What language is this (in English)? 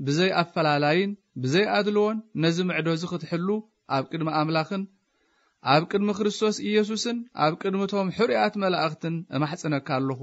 Tigrinya